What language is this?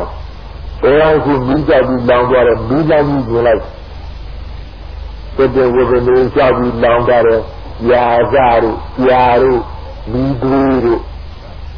Burmese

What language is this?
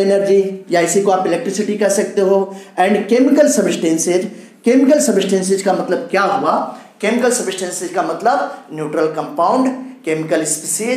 Hindi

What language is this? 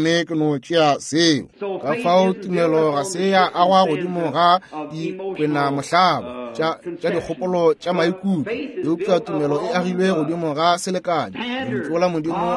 Northern Sotho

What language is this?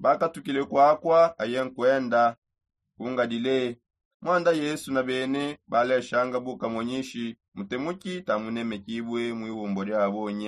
Songe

